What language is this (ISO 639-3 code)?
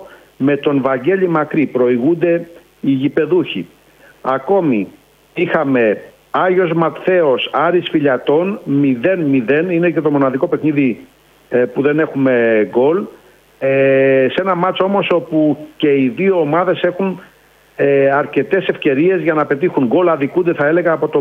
ell